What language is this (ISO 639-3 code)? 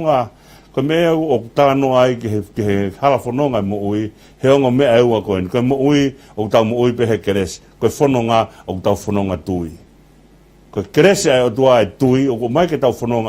ton